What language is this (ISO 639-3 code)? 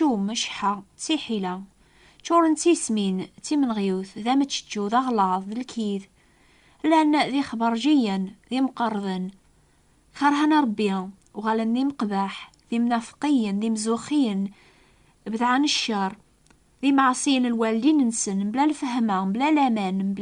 kab